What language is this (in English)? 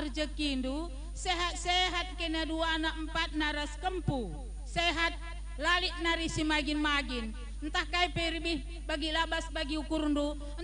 Batak Karo